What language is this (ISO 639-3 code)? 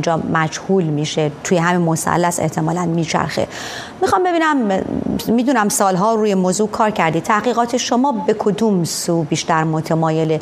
fas